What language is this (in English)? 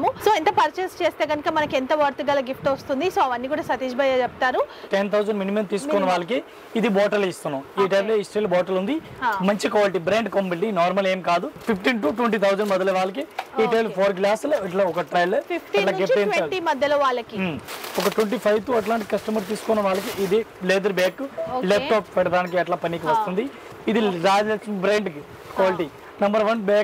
Telugu